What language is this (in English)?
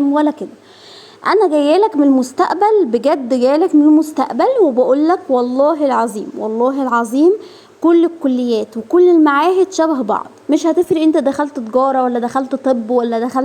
Egyptian Arabic